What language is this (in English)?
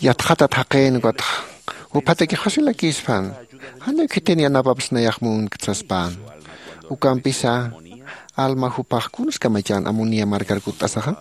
Aymara